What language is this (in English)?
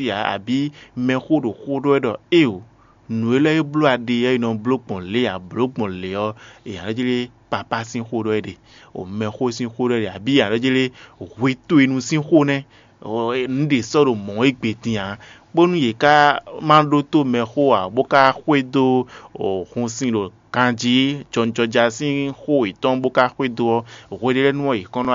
Fon